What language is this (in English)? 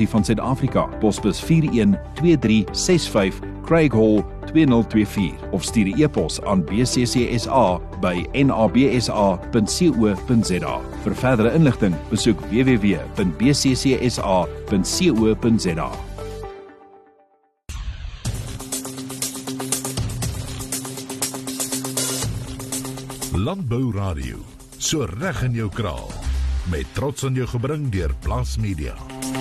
Afrikaans